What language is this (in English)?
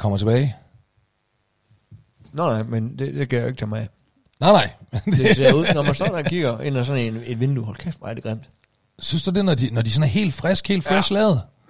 Danish